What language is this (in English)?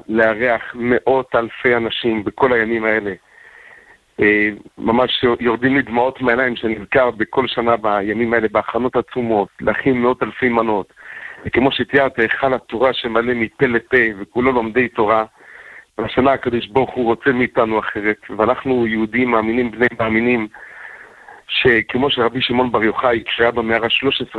Hebrew